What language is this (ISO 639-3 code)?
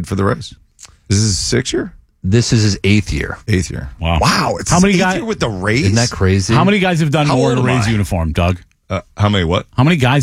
eng